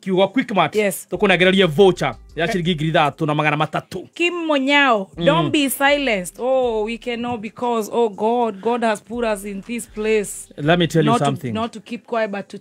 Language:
Kikuyu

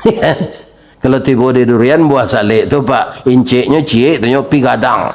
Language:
Minangkabau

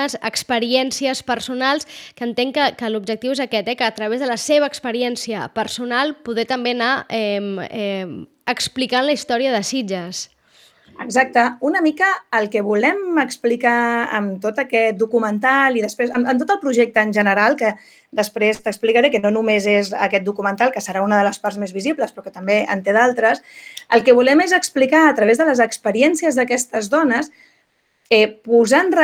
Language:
Catalan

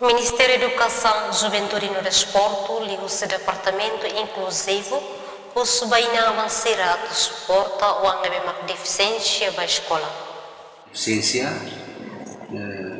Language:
Tetum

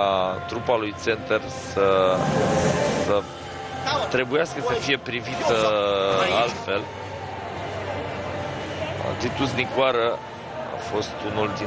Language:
Romanian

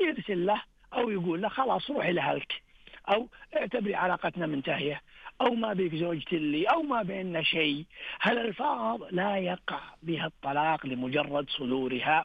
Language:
Najdi Arabic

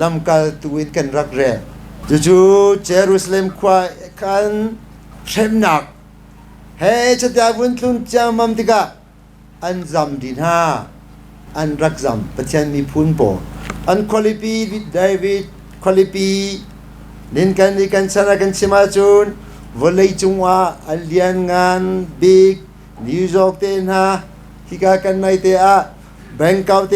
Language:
Hakha Chin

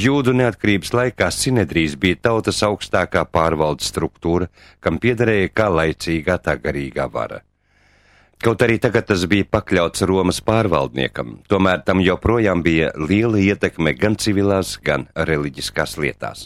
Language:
Latvian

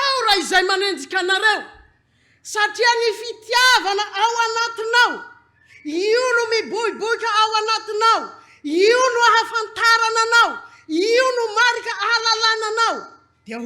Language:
Malagasy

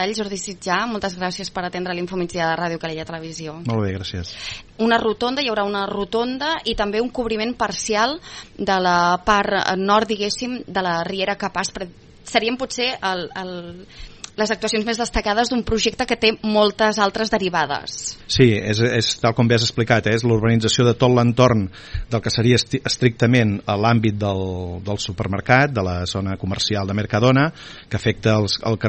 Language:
Catalan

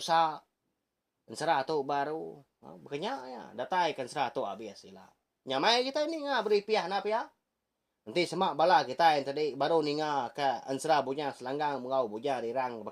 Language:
Iban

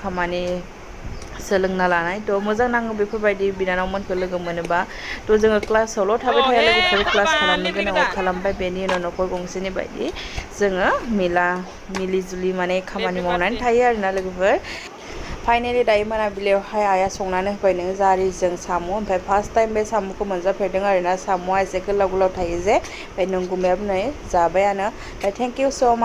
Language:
Bodo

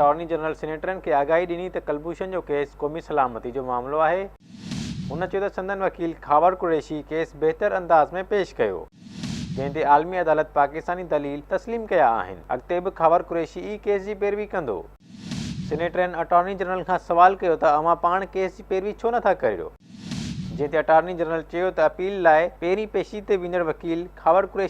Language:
Sindhi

